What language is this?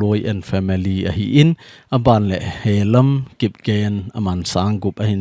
Thado Chin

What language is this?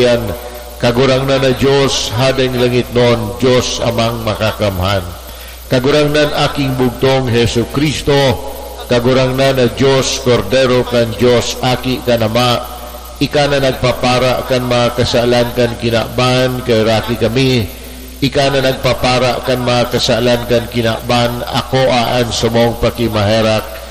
Bikol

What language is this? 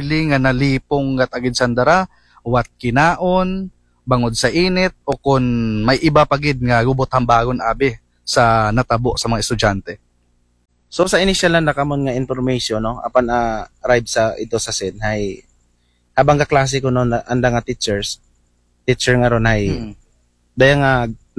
Aklanon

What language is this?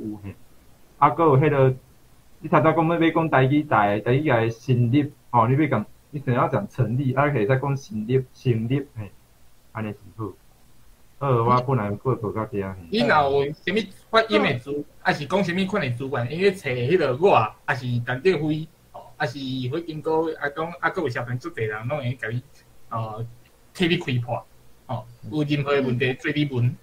Min Nan Chinese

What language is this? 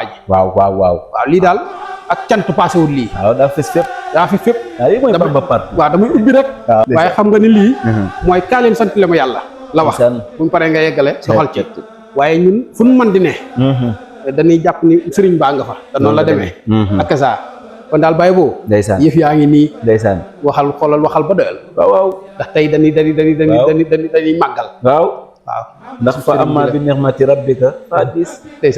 Wolof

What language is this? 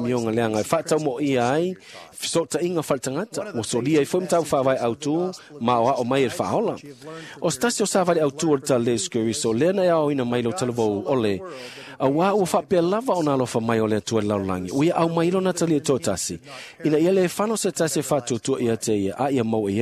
Samoan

